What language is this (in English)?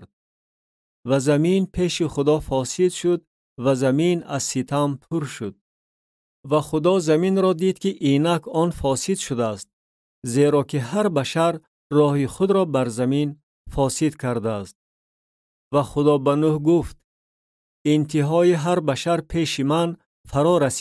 Tajik